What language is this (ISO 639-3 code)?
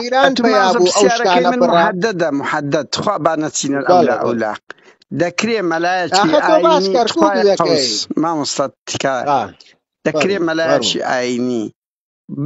ckb